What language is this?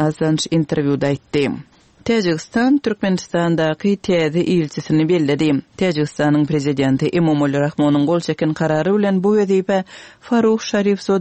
Turkmen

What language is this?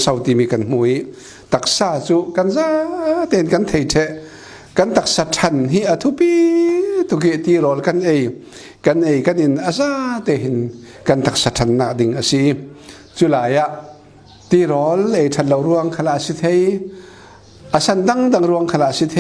Falam Chin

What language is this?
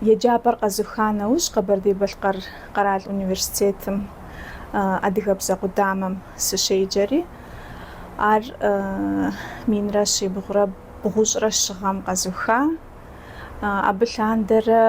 Kabardian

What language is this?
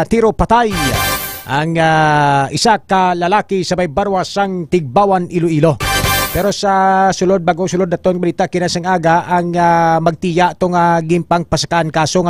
Hiligaynon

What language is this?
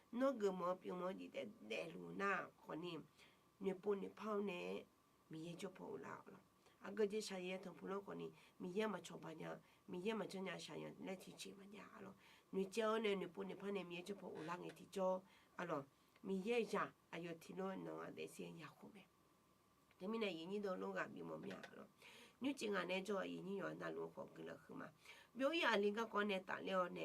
Akha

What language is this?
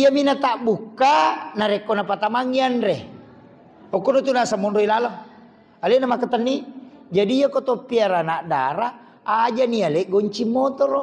Buginese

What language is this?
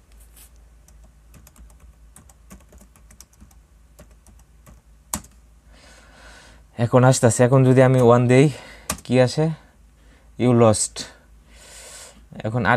Bangla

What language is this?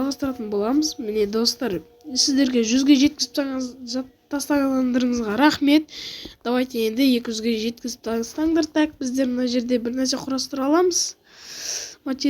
Kazakh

